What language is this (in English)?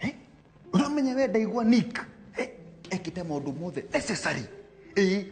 Kikuyu